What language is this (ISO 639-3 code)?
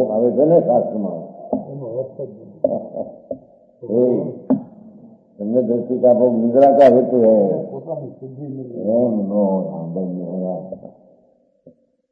guj